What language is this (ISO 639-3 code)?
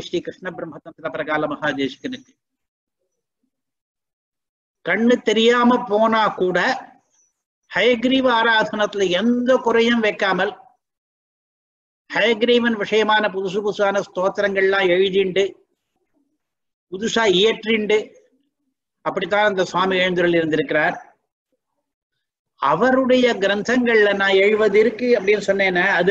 tam